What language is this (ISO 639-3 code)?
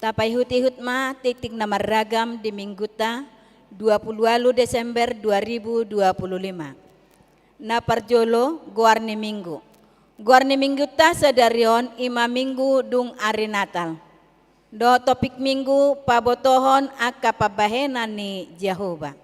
bbc